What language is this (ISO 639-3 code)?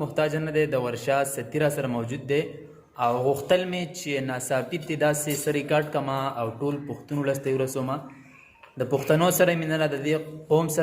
pus